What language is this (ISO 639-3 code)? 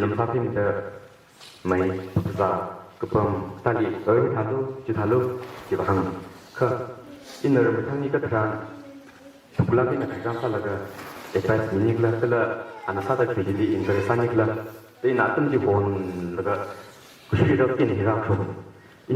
nmf